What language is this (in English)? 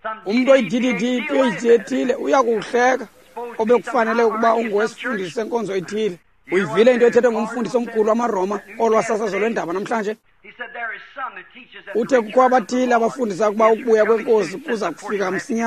Xhosa